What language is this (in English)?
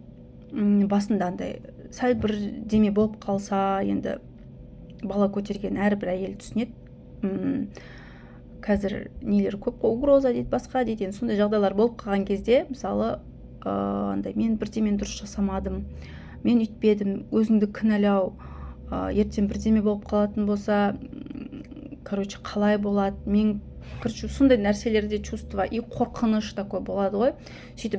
Kazakh